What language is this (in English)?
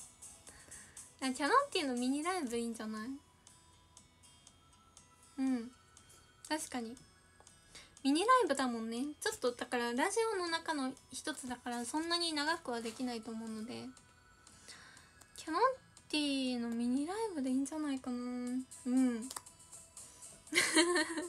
Japanese